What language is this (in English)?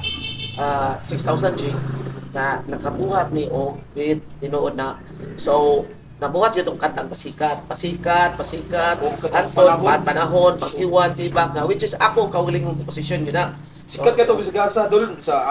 Cebuano